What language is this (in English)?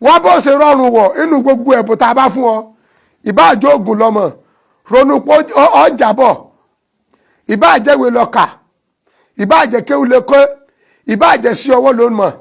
Yoruba